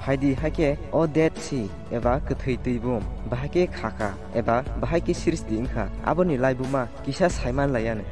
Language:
Kok Borok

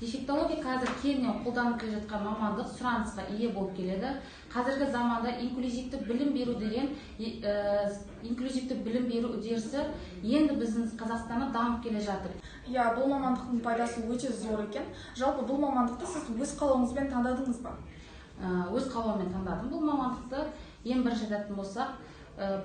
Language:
Kazakh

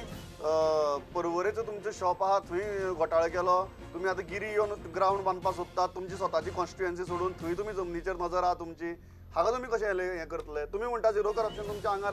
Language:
Konkani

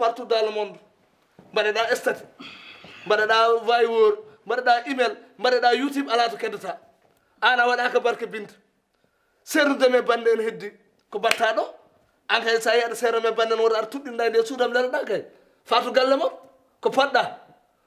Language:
Fula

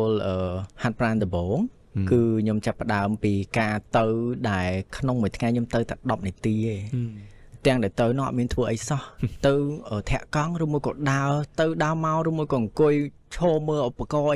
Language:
Khmer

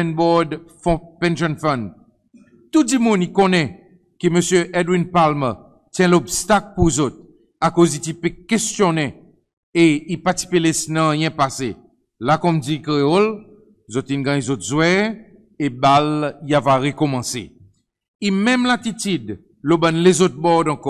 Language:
Seselwa Creole French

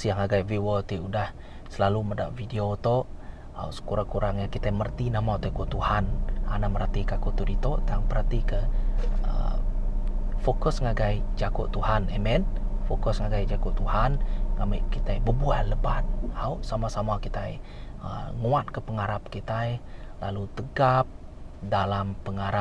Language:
Iban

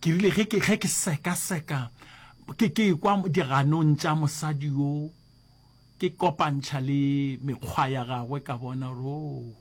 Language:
Northern Sotho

